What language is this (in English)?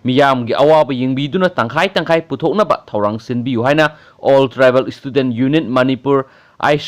Manipuri